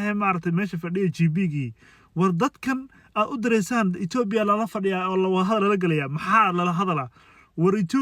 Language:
Somali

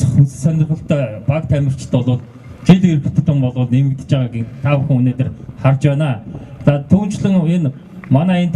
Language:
Mongolian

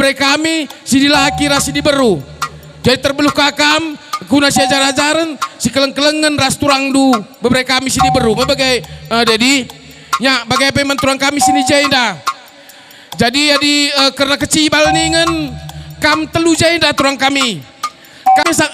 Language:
Batak Karo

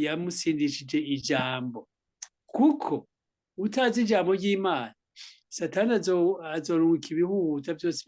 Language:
Rundi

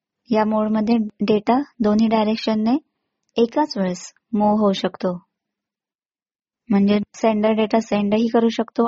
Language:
Marathi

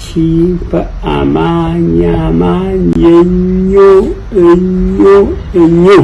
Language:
Ganda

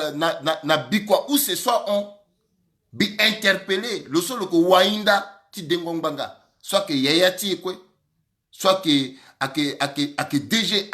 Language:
Sango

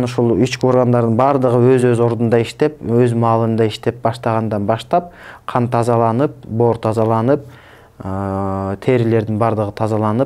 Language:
Kyrgyz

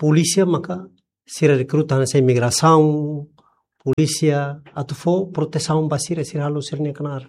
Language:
Tetum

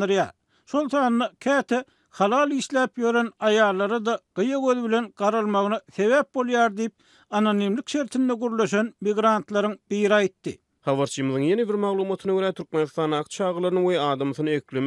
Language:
Turkmen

